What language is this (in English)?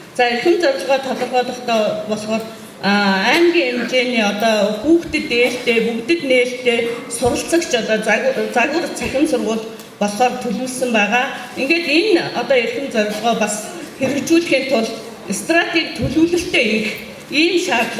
Mongolian